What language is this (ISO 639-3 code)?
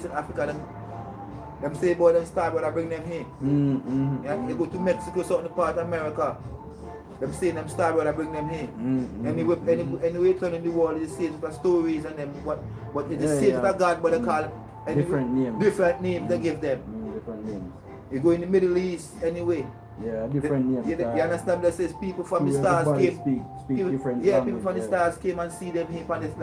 jam